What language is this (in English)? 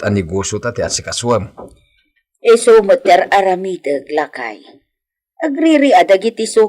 Iloko